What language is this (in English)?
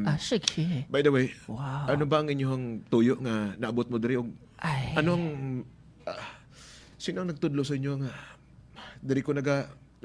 Hiligaynon